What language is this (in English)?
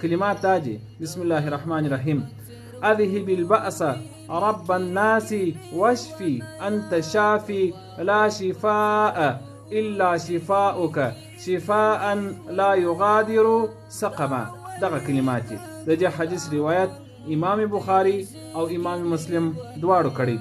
Pashto